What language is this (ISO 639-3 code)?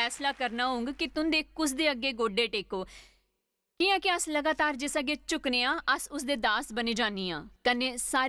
doi